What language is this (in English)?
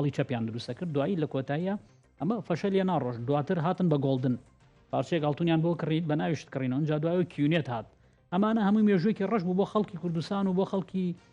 Central Kurdish